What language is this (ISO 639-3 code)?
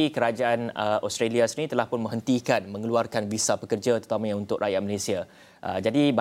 msa